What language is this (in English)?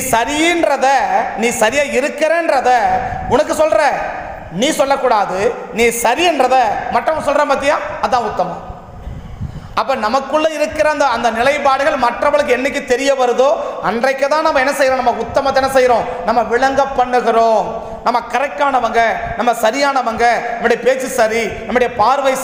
Tamil